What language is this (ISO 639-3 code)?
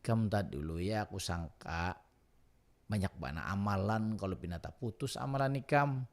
bjn